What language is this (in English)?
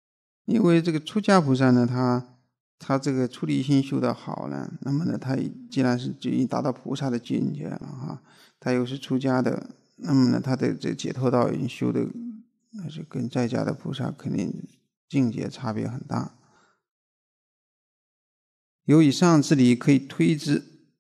Chinese